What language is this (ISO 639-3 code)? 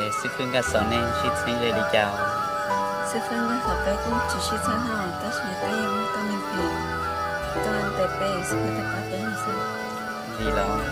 hmn